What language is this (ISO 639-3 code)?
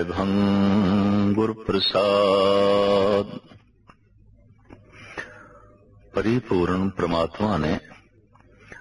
pan